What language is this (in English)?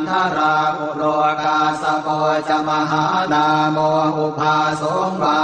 Pali